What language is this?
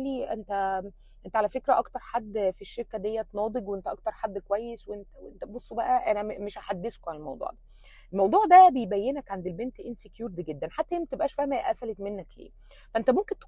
Egyptian Arabic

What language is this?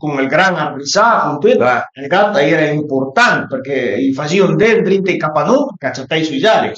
Piedmontese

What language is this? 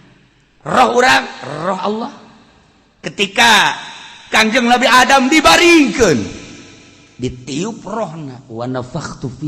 Sundanese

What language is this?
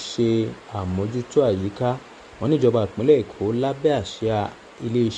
Yoruba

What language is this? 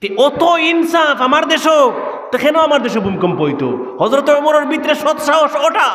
Sylheti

